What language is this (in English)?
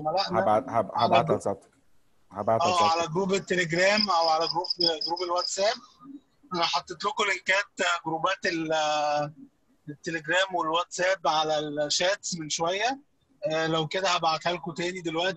Egyptian Arabic